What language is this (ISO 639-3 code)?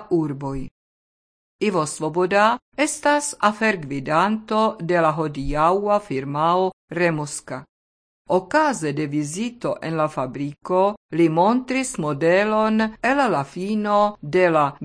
epo